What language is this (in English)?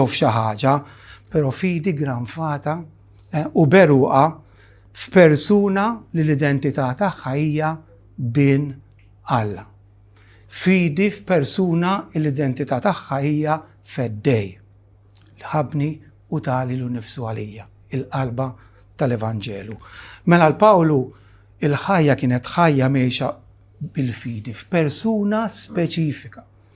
Maltese